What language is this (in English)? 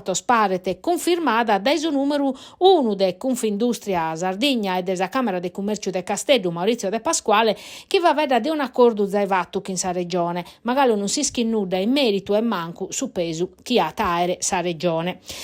Sardinian